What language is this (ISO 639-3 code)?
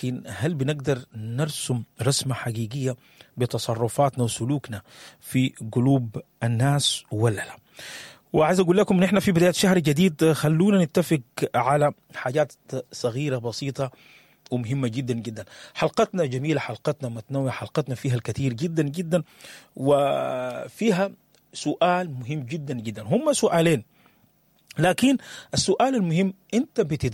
apd